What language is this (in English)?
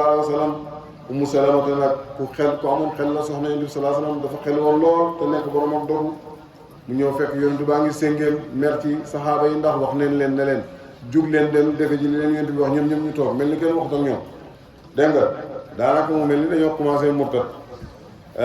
Wolof